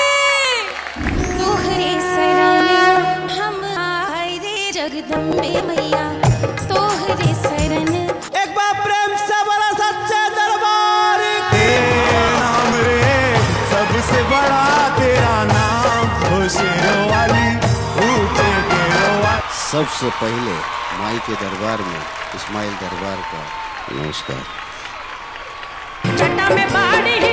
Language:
Bhojpuri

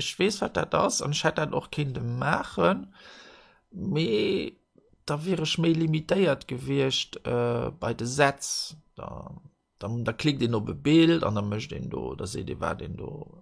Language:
Luxembourgish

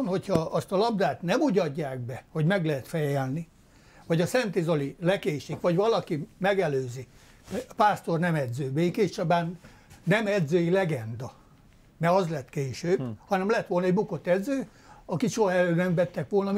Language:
Hungarian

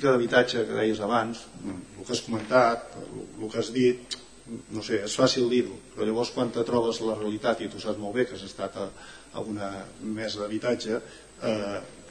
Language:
Catalan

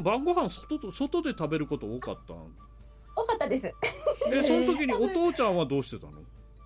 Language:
Japanese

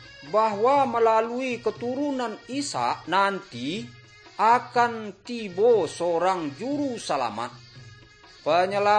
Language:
Minangkabau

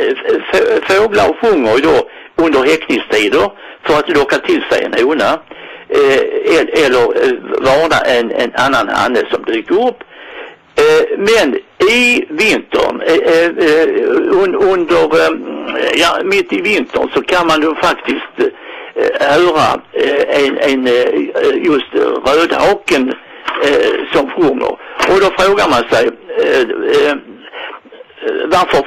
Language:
Swedish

